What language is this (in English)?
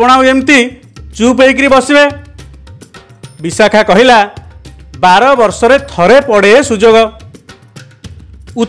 Odia